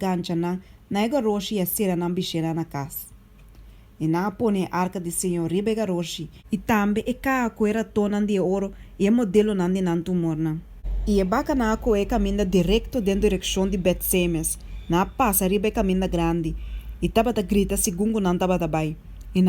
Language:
Papiamento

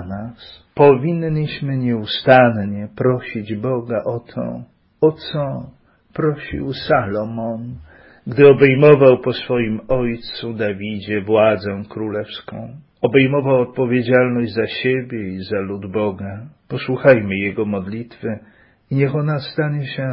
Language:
Polish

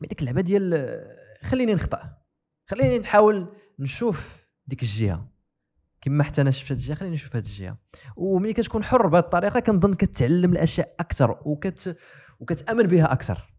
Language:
Moroccan Arabic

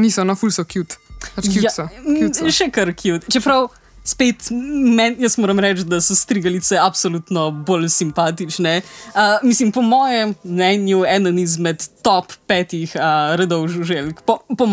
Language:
Slovenian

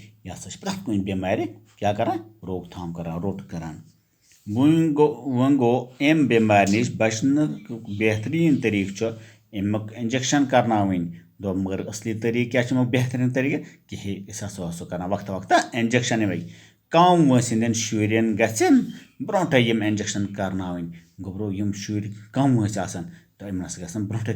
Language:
Kashmiri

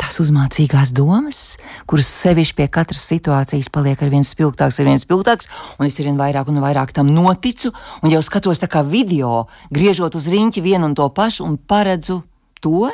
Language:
Latvian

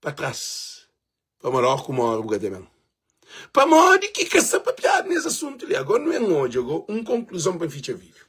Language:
Kabuverdianu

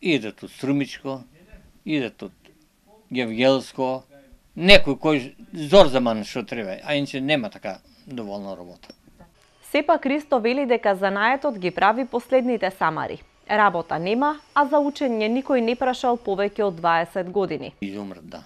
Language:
Macedonian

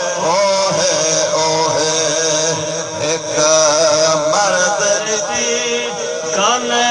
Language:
Saraiki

